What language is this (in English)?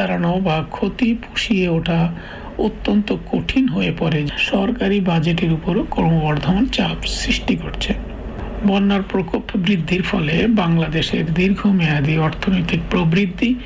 Bangla